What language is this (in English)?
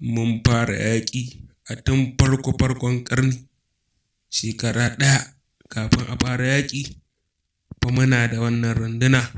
Hausa